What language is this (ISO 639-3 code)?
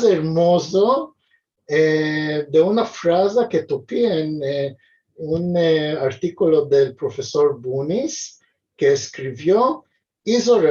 lad